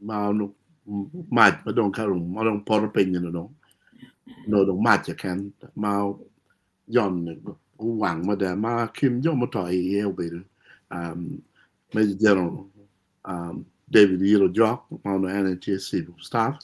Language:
Acoli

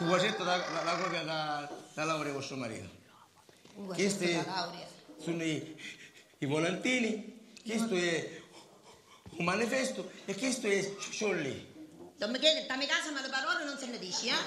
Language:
Sicilian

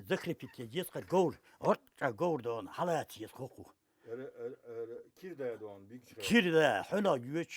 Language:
Chechen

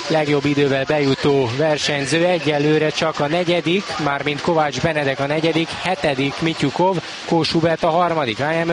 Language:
Hungarian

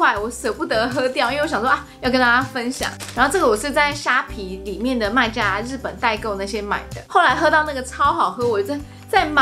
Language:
Chinese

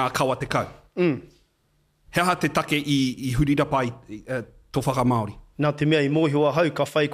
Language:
Māori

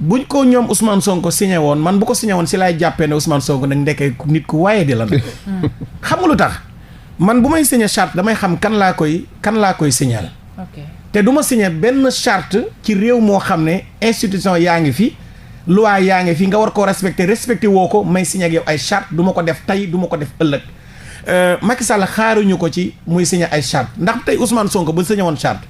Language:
Wolof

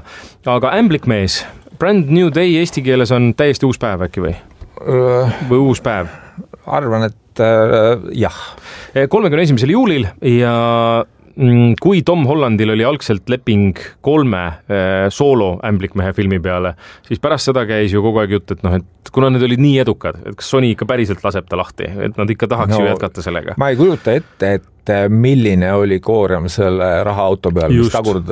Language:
Estonian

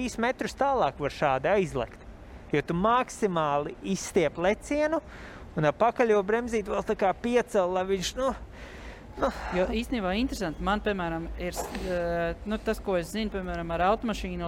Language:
Latvian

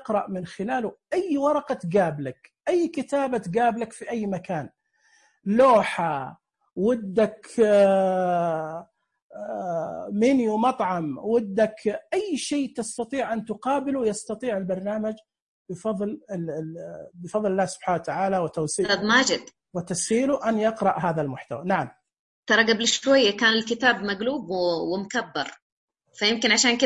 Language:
Najdi Arabic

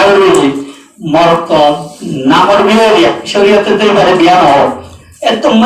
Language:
Rohingya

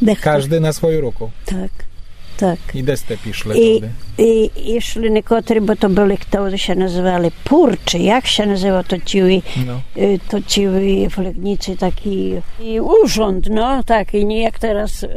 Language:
Rusyn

